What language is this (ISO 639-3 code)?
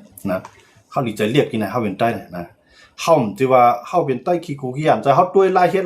shn